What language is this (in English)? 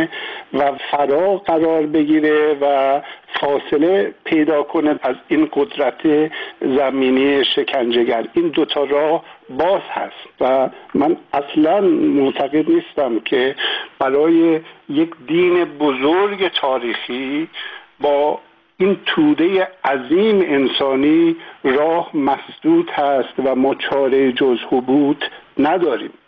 Persian